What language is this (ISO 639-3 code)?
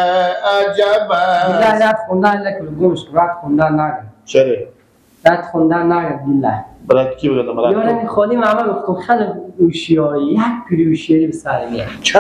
fas